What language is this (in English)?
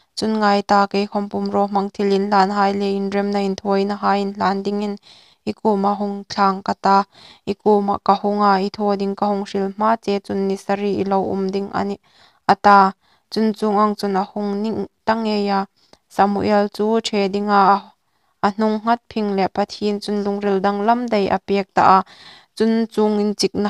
Hmar